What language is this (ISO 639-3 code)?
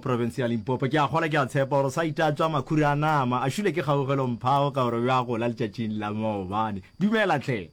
nso